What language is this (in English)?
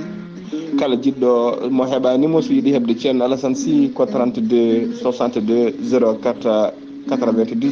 Fula